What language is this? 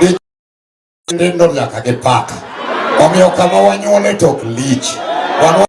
Luo (Kenya and Tanzania)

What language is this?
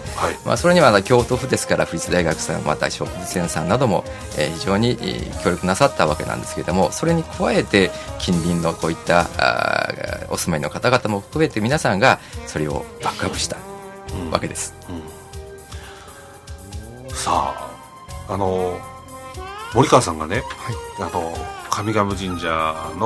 Japanese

